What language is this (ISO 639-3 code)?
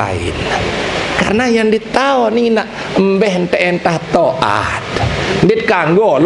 sas